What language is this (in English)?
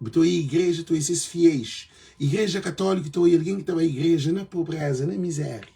Kabuverdianu